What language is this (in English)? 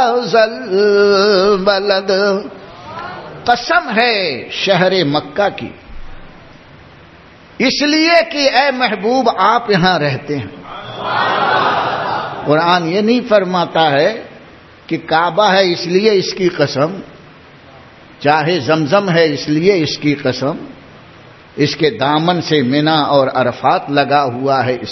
Urdu